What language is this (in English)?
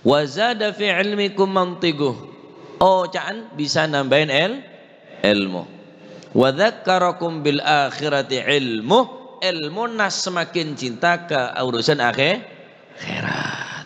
Madurese